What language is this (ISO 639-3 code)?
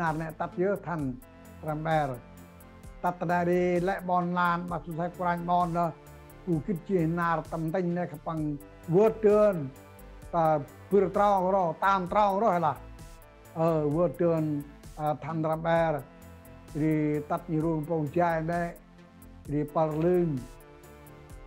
cmo